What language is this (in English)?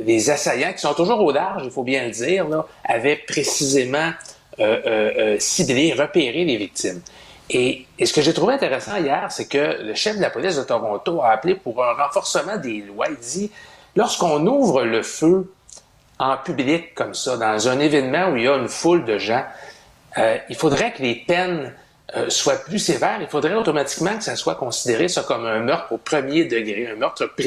French